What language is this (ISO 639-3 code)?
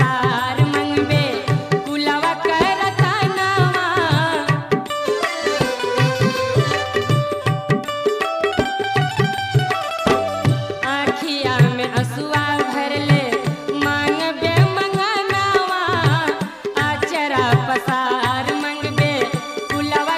bho